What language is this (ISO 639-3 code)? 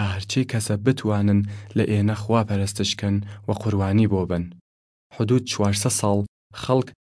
sdh